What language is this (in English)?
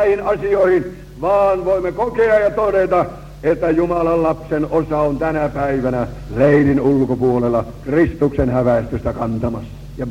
Finnish